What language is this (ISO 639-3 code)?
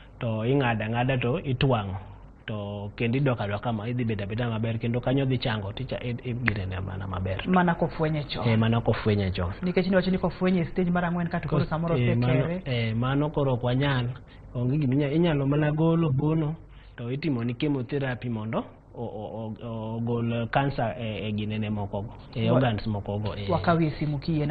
luo